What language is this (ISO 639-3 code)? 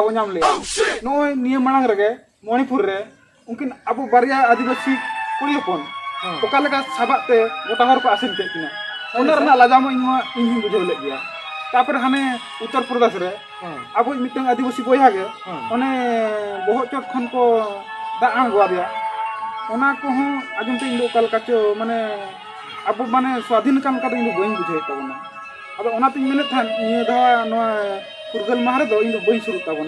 sat